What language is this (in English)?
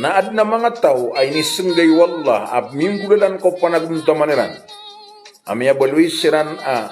Maranao